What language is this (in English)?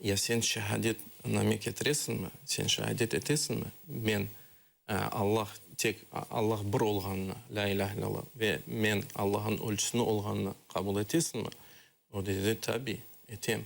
Crimean Tatar